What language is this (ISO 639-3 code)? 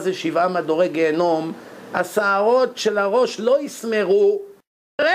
heb